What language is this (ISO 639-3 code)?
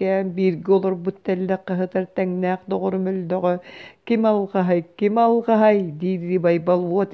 sah